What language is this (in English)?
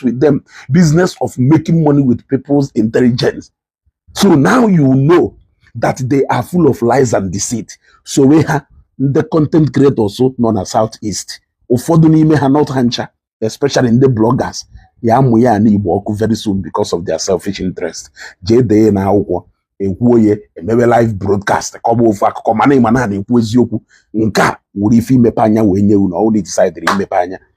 Igbo